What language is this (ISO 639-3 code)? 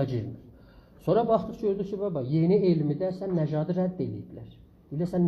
azb